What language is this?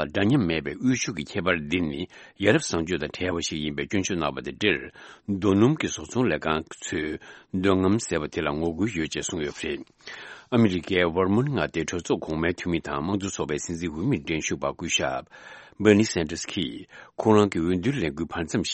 Tibetan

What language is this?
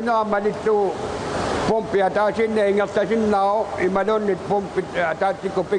Kalaallisut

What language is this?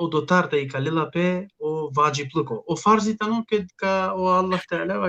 Balkan Romani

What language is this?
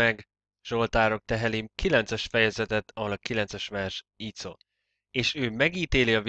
Hungarian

